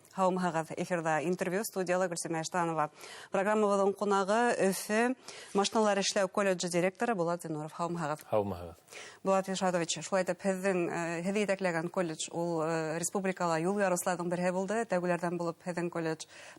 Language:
Bashkir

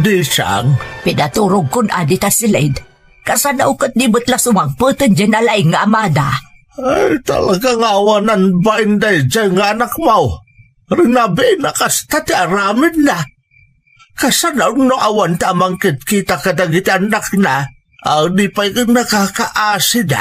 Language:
Iloko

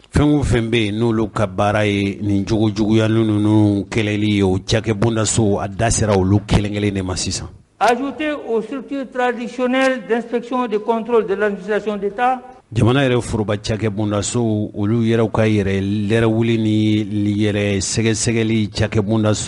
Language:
Bambara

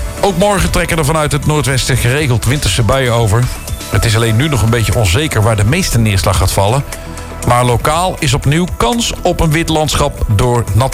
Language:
Dutch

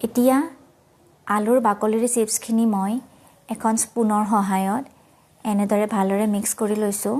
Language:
Assamese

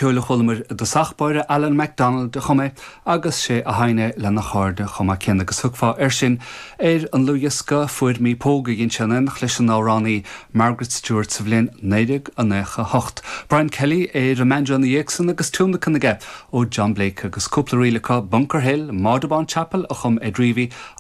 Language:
Irish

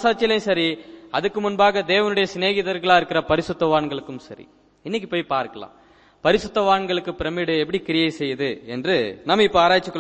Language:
Tamil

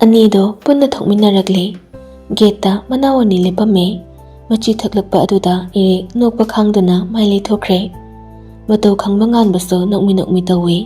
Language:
Manipuri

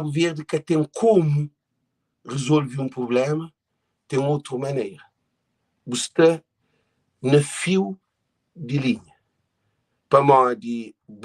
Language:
Kabuverdianu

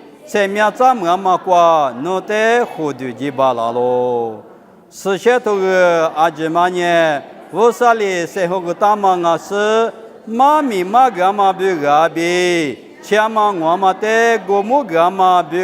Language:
Lisu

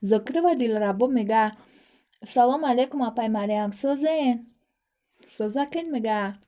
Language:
Tajik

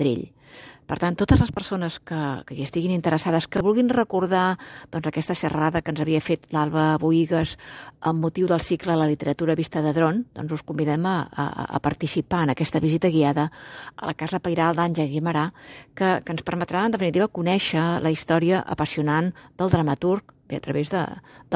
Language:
Catalan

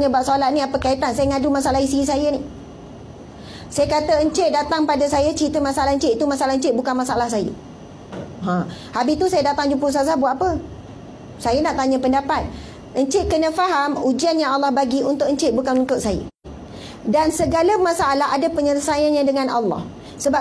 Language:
Malay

